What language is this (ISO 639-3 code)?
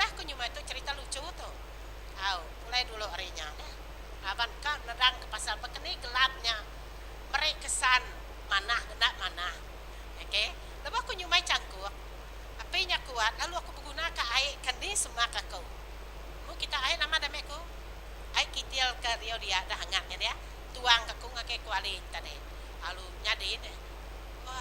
iba